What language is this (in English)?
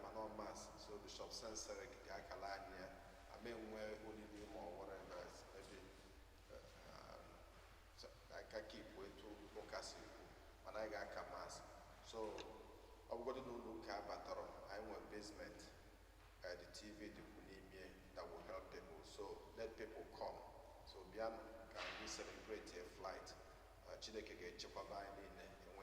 Igbo